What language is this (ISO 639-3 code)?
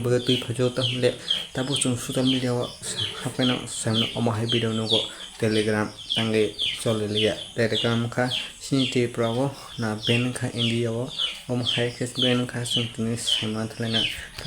trp